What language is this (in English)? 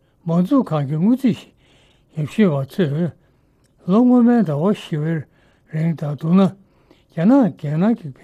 Tibetan